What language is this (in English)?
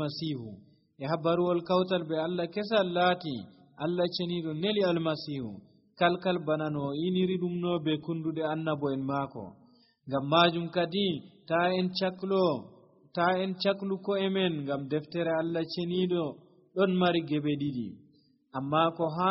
Nigerian Fulfulde